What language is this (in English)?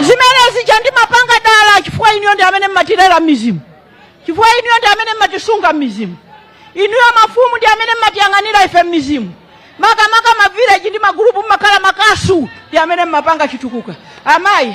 Nyanja